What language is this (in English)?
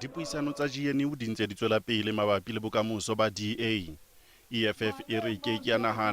Southern Sotho